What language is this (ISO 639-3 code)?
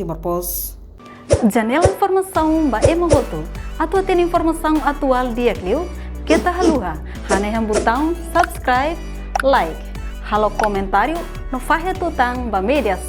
tet